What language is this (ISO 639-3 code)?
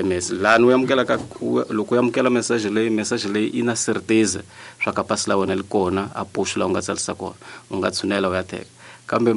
tso